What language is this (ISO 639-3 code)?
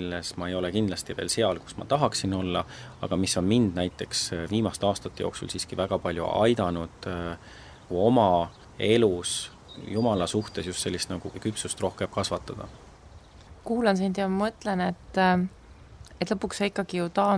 est